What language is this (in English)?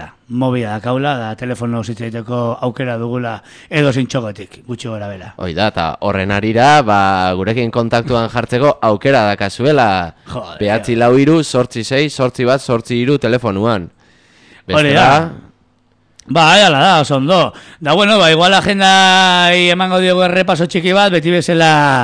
Basque